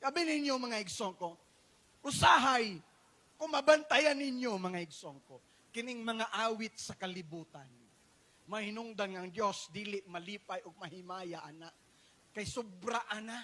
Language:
Cebuano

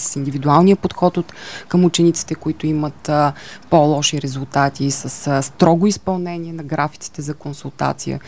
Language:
Bulgarian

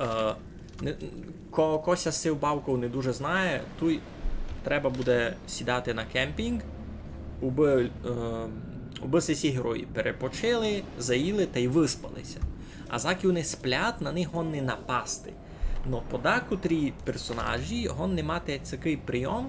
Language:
Rusyn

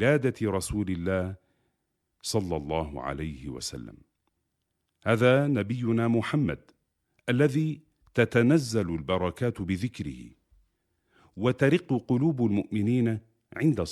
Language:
Arabic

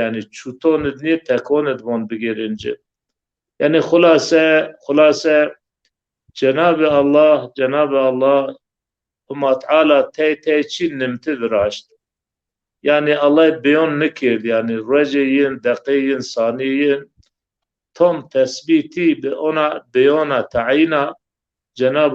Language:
Zaza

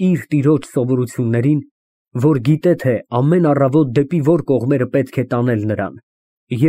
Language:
Armenian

